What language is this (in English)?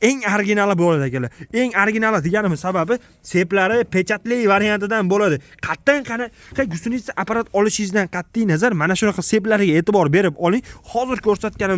Uzbek